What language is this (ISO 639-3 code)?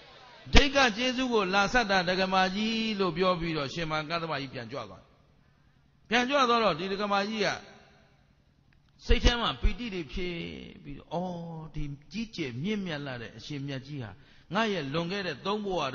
mya